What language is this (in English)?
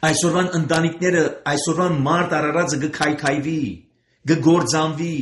Armenian